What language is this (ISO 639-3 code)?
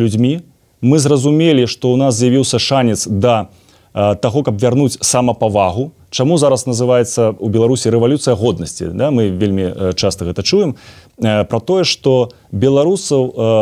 bel